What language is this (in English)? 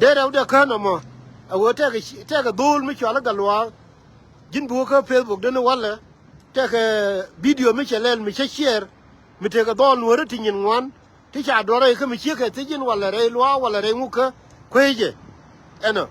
Nuer